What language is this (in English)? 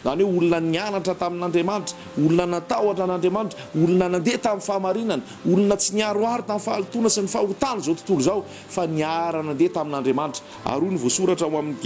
Malagasy